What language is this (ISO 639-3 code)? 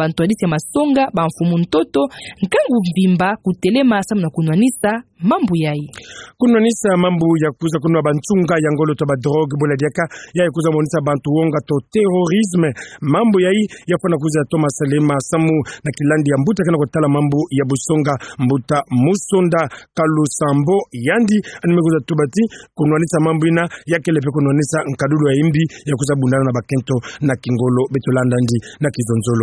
ktu